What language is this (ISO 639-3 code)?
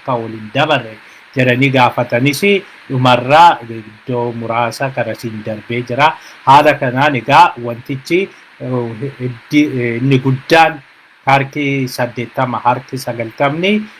orm